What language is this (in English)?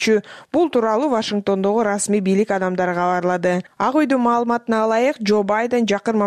Kyrgyz